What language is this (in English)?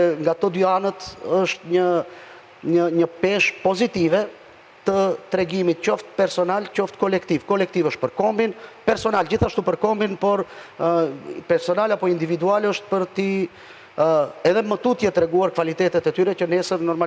Albanian